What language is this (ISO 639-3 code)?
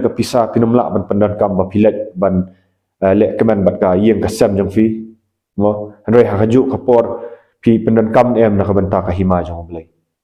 kha